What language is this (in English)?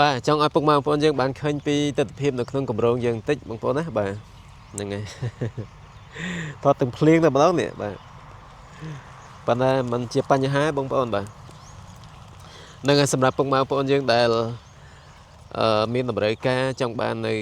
Khmer